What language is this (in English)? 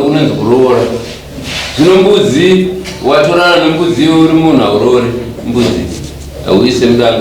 Shona